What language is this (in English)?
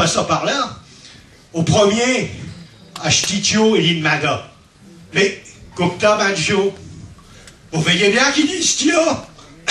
Picard